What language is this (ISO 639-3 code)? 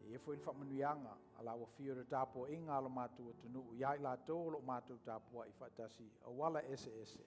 smo